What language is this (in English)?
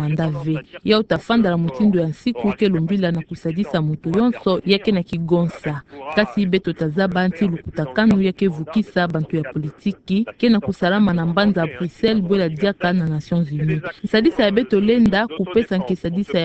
Kituba (Democratic Republic of Congo)